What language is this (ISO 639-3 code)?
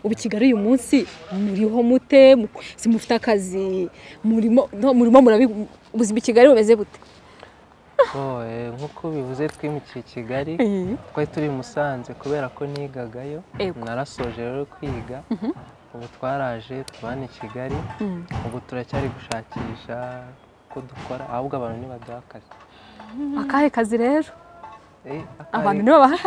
kin